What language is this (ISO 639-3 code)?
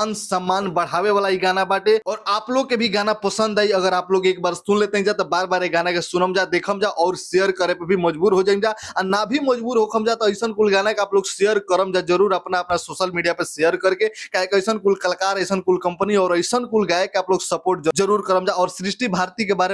bho